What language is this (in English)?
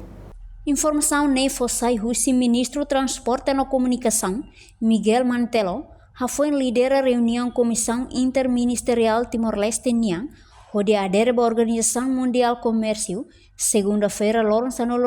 Tetum